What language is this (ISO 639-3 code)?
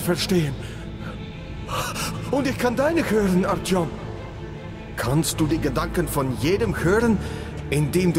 deu